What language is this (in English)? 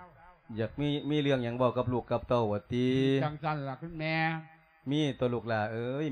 Lao